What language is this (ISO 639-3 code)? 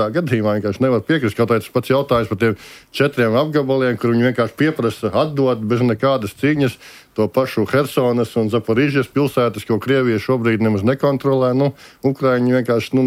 lav